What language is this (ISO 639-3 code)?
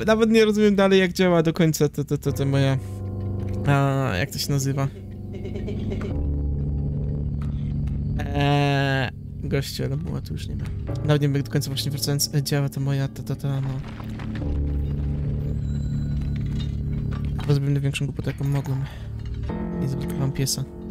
pol